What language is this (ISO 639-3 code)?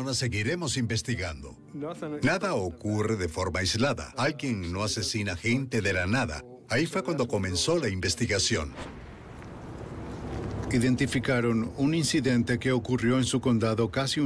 spa